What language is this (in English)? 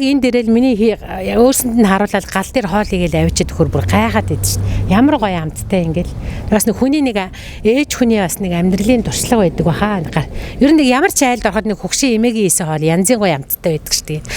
Mongolian